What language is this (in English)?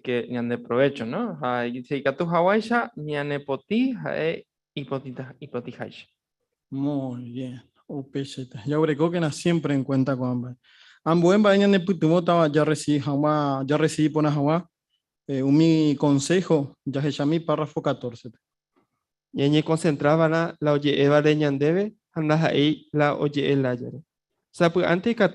Guarani